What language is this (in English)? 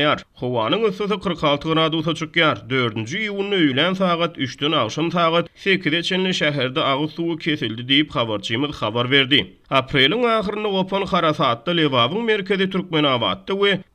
Turkmen